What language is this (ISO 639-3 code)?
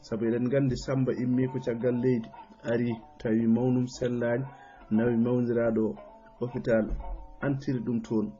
ful